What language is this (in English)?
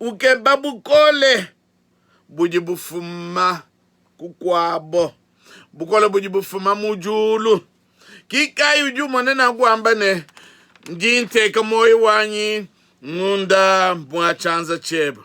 Luba-Lulua